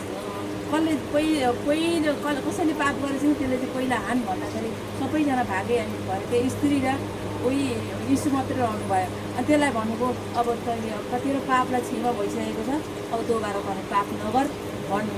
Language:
Nepali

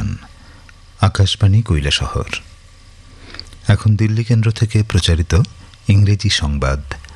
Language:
Bangla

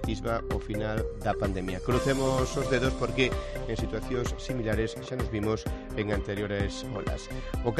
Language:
Galician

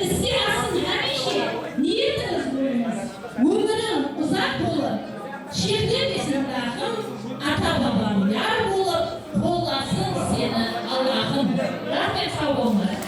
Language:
Kara-Kalpak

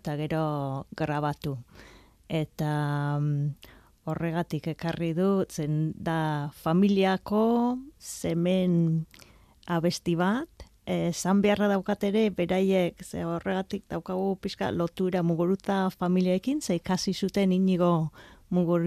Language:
Basque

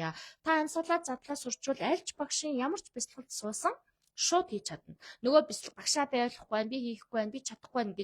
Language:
Mongolian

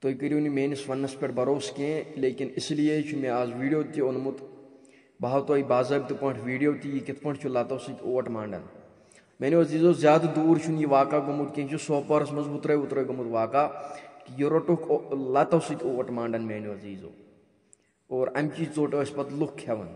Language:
Kashmiri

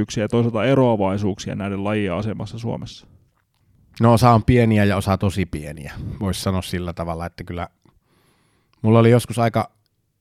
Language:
Finnish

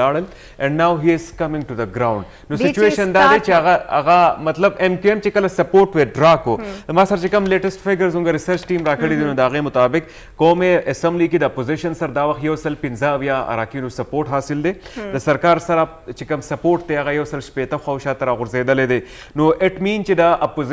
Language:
Pashto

